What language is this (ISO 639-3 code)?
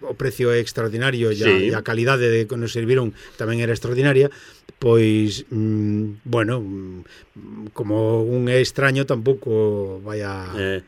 glg